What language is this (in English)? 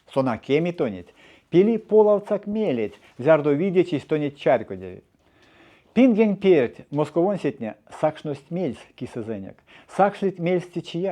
Erzya